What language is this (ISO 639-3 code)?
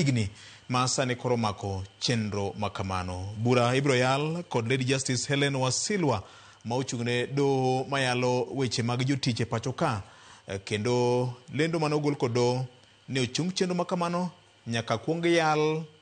luo